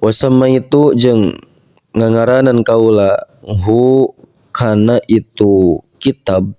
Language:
Sundanese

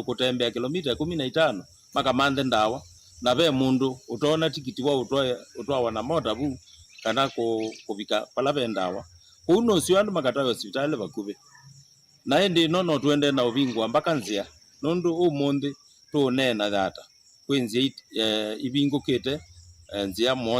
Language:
Kamba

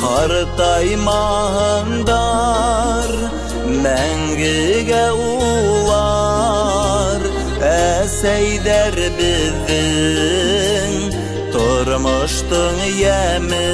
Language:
Bashkir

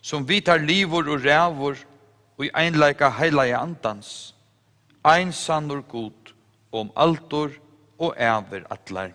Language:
Faroese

